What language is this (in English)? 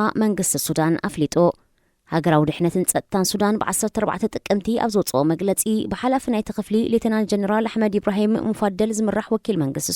Tigrinya